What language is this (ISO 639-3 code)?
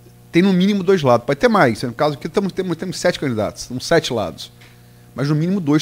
por